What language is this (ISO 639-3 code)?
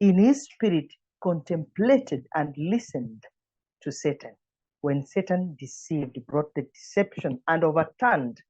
eng